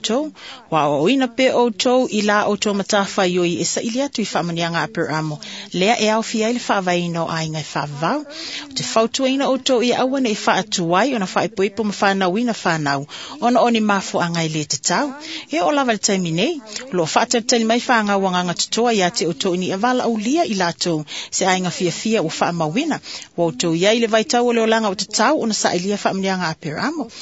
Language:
Samoan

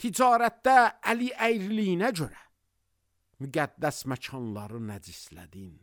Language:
Azerbaijani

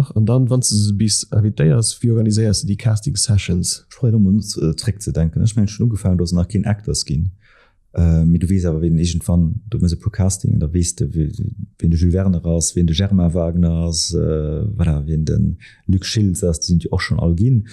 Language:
Luxembourgish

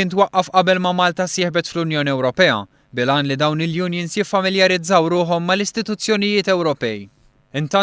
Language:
Maltese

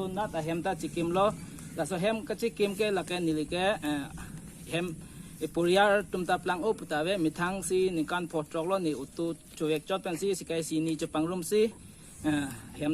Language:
Karbi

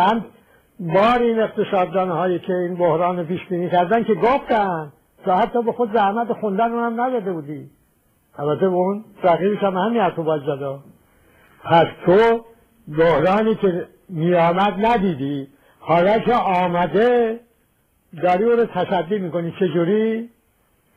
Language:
Persian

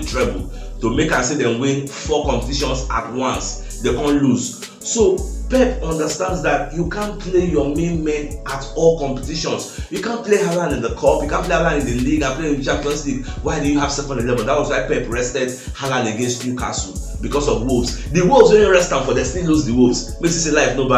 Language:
Nigerian Pidgin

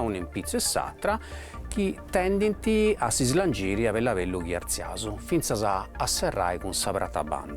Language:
Sardinian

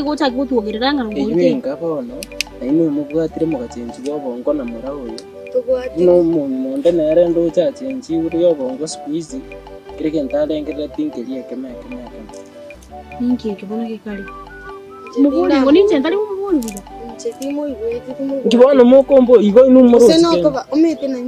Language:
Gusii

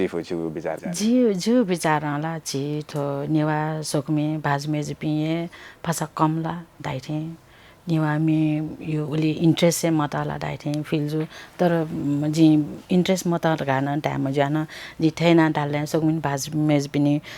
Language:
Newari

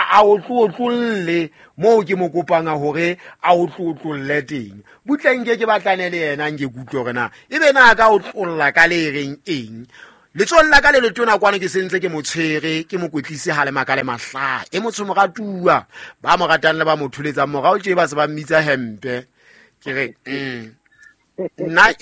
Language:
Southern Sotho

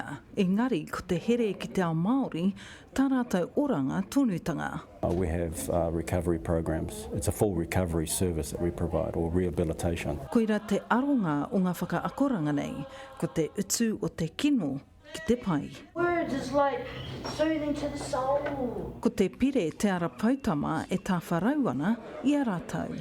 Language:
Māori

